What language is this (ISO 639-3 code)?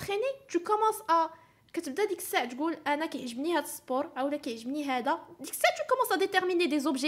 ary